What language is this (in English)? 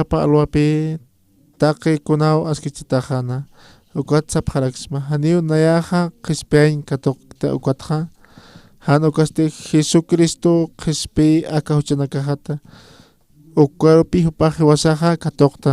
Aymara